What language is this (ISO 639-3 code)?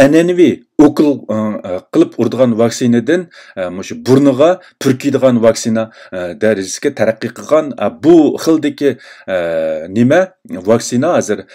uig